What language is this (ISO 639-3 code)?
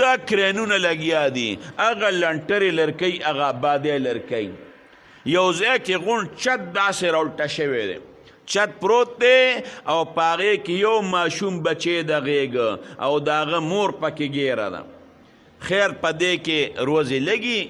pus